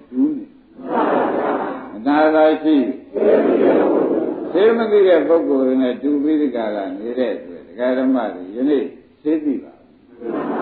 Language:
Burmese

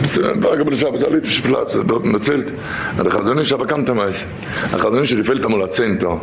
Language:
Yiddish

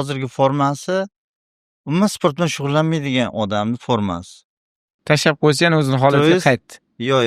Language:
Uzbek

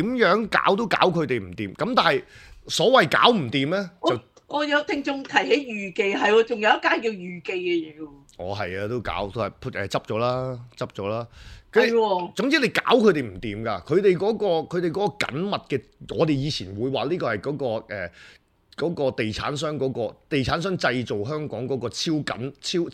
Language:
Cantonese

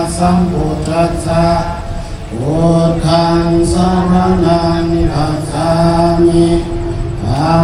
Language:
Pali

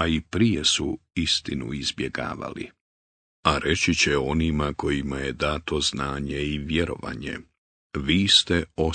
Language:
Bosnian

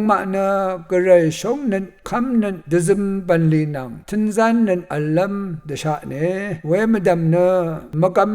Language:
Rawang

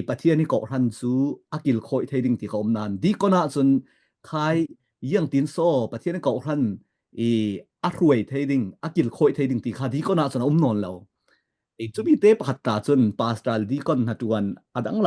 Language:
Falam Chin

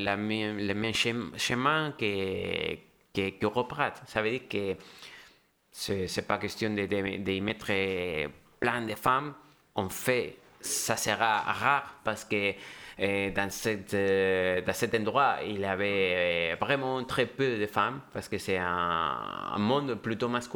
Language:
French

